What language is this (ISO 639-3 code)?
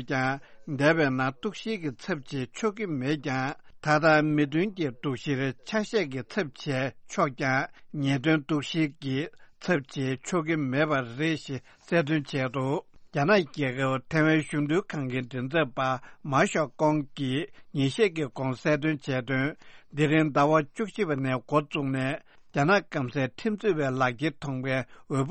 bod